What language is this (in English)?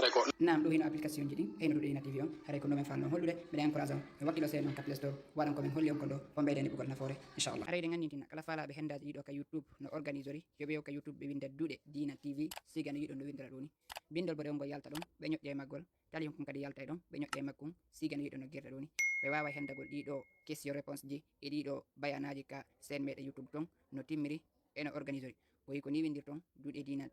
Fula